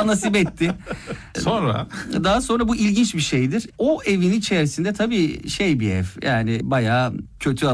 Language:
Turkish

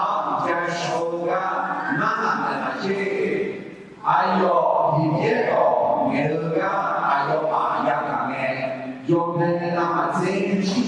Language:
Akha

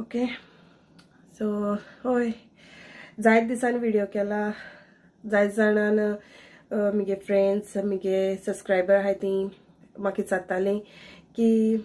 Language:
Konkani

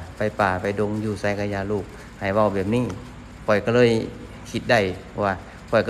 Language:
Lao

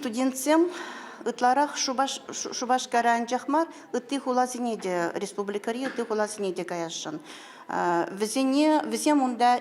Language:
Chuvash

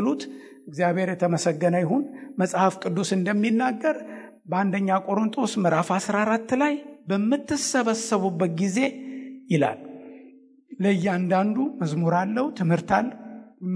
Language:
Amharic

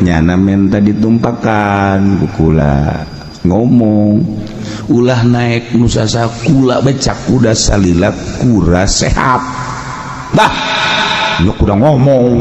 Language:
Sundanese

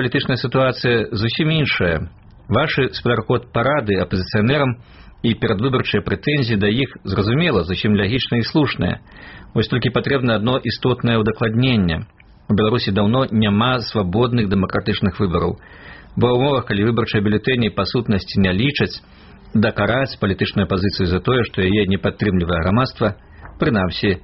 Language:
Belarusian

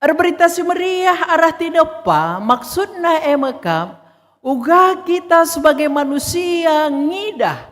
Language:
Batak Karo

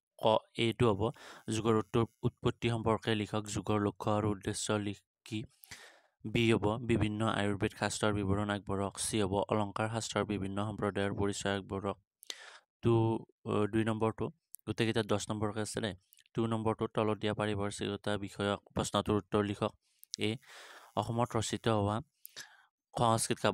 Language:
Assamese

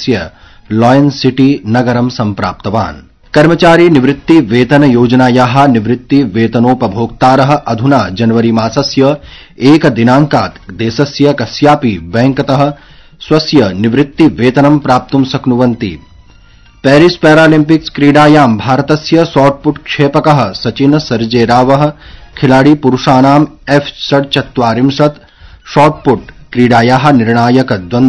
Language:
Sanskrit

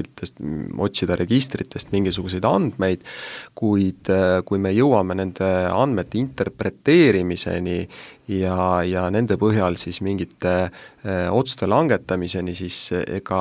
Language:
Estonian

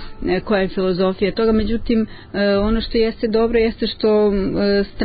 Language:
Serbian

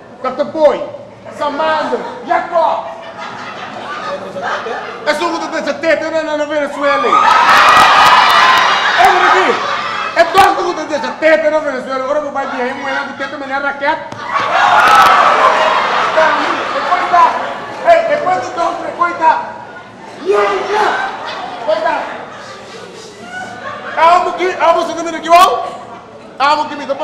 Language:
Papiamento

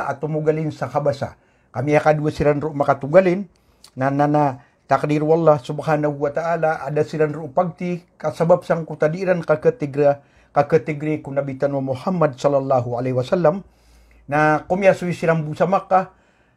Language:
Maranao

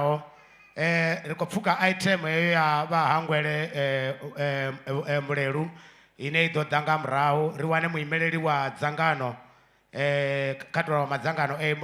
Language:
Venda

